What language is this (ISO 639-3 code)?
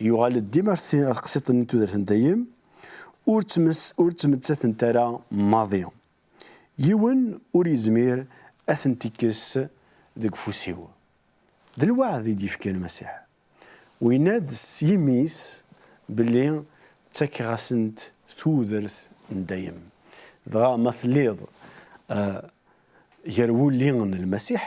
kab